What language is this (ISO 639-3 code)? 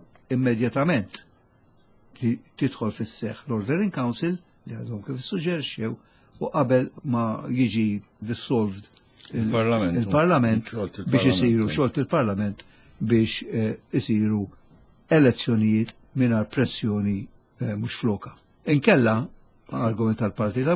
mlt